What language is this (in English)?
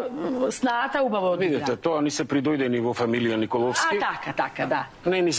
Macedonian